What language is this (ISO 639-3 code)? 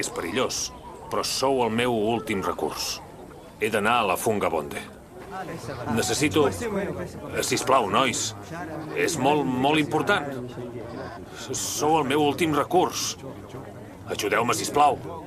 cat